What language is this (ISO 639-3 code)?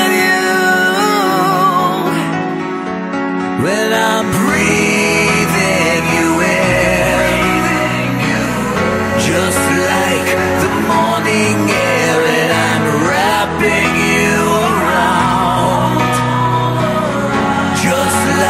eng